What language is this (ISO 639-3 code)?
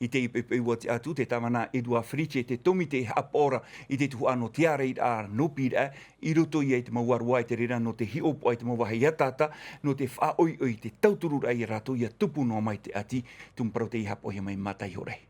tah